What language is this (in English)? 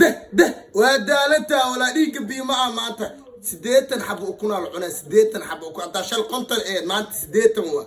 Somali